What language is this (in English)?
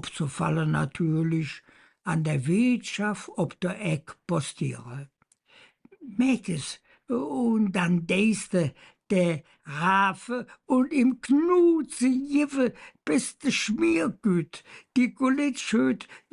Colognian